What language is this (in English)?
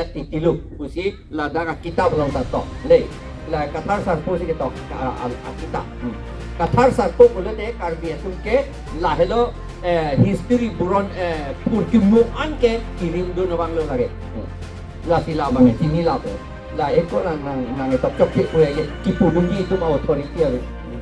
Karbi